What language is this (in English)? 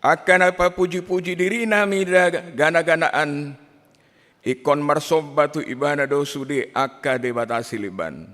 Batak Toba